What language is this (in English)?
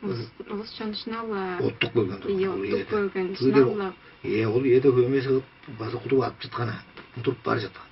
Tuvinian